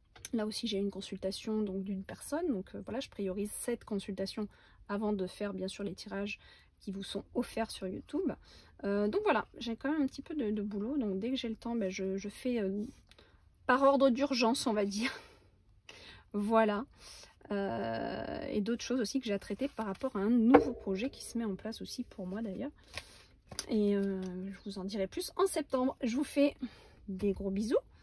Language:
French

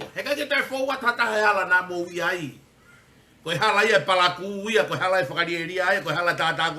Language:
Tongan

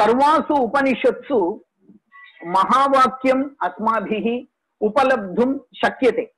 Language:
Sanskrit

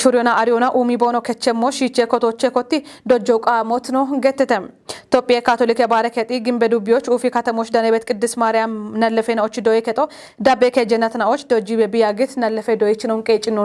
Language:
Kafa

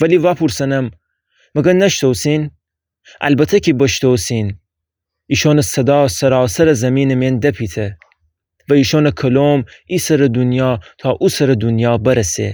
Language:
Gilaki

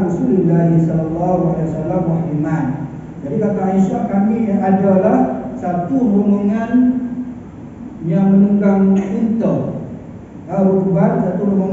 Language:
Malay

